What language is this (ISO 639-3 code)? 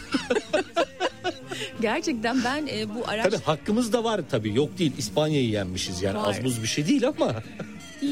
tur